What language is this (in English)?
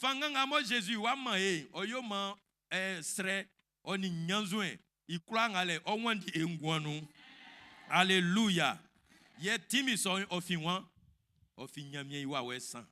Baoulé